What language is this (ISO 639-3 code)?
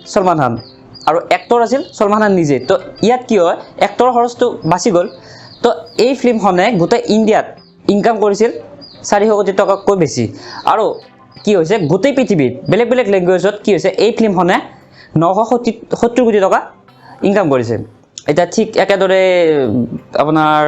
asm